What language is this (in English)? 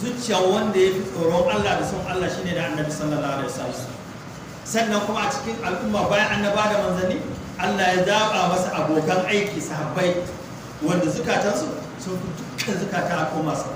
Hausa